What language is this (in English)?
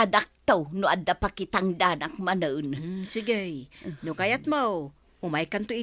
Iloko